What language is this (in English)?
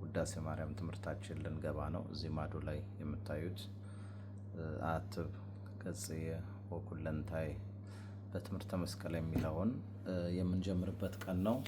Amharic